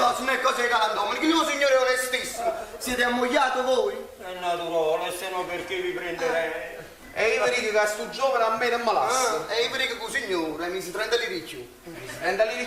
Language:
Neapolitan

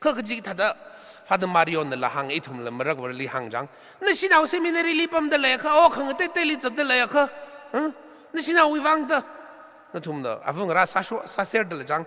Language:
Tangkhul Naga (India)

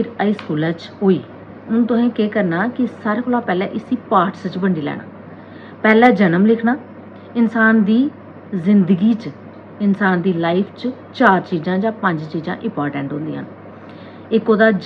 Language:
Dogri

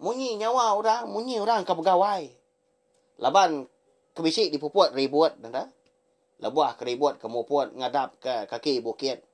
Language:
Iban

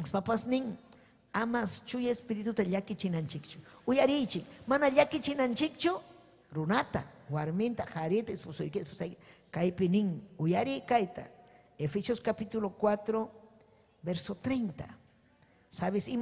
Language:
Ayacucho Quechua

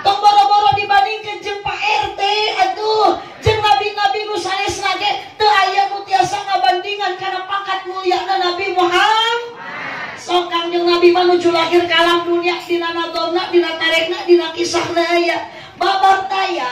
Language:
Sundanese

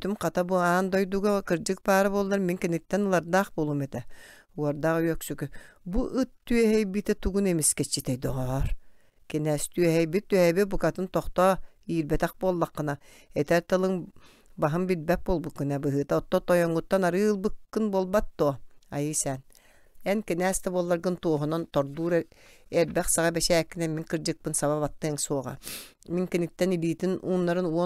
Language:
Yakut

